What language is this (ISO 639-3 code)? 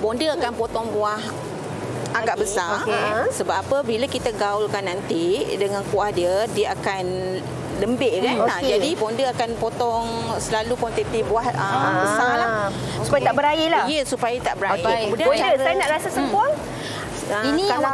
msa